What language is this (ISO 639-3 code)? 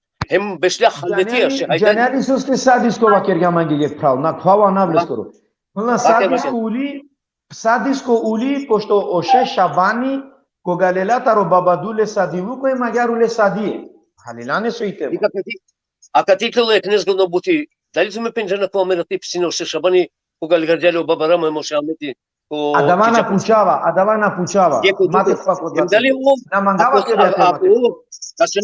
rmn